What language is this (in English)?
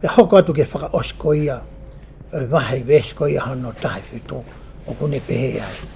Tongan